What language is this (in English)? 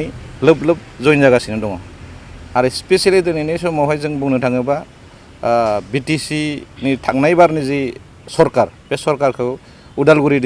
Bodo